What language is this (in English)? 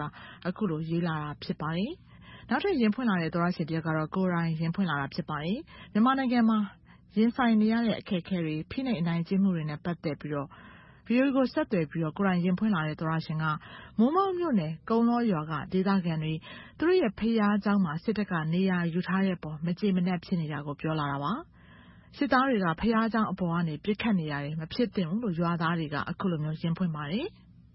Burmese